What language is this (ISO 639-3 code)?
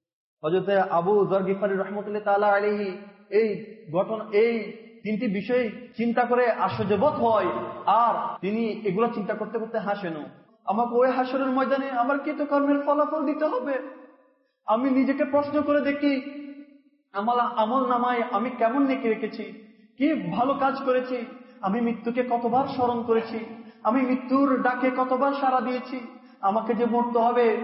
ben